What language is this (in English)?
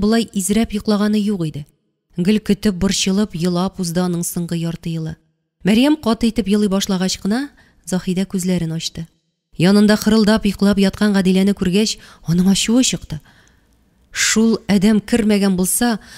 Tatar